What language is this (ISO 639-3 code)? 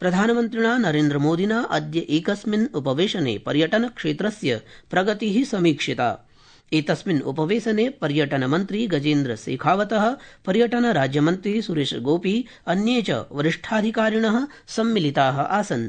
san